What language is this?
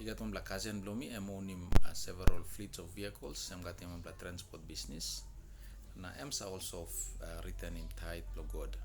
Tok Pisin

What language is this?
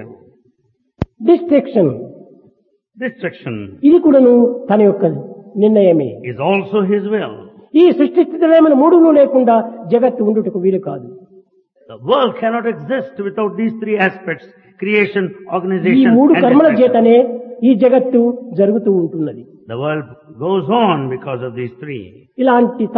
Telugu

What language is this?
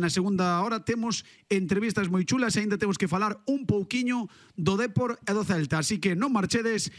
Galician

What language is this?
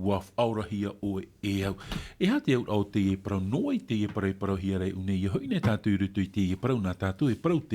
Tahitian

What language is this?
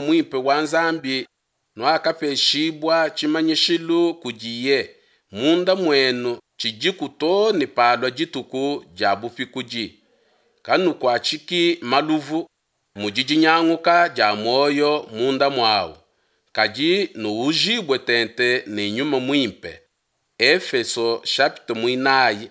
Luba-Lulua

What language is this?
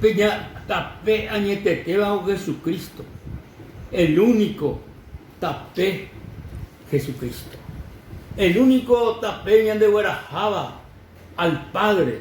Guarani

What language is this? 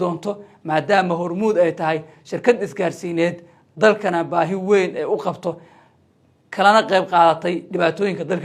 Somali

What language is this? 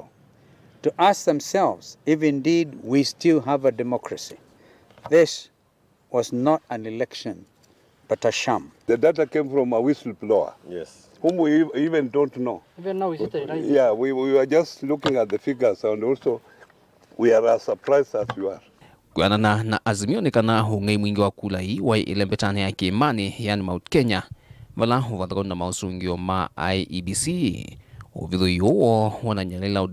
Kamba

